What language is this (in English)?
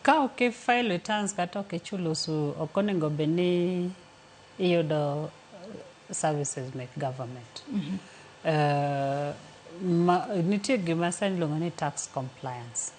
Luo (Kenya and Tanzania)